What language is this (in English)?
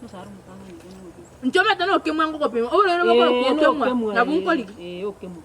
Gusii